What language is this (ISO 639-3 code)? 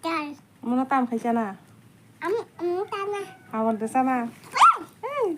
trp